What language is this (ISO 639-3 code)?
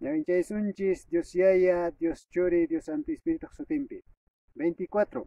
que